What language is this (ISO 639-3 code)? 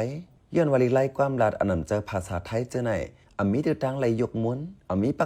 shn